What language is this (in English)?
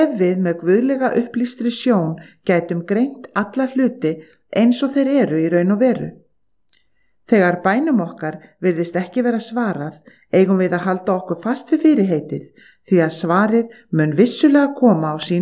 Icelandic